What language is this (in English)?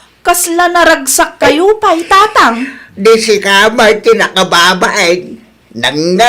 Iloko